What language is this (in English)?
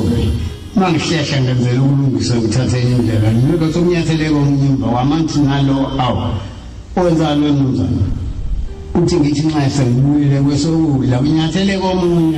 Zulu